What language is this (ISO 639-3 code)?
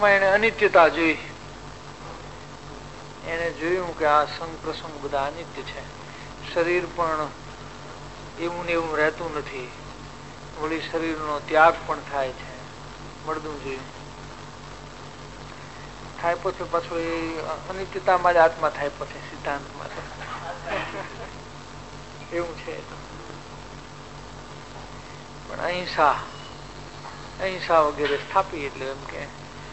guj